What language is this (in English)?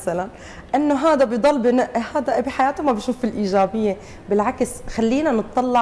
North Levantine Arabic